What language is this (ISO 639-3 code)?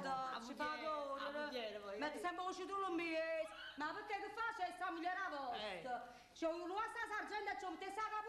nap